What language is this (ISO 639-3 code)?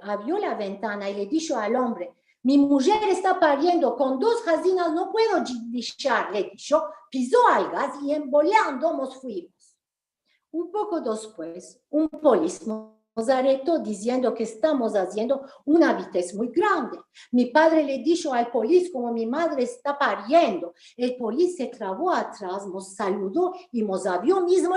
lad